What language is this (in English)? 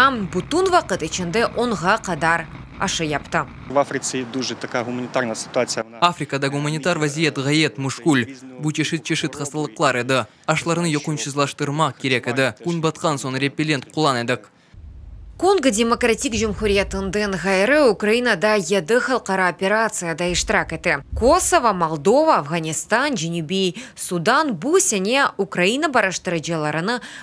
Crimean Tatar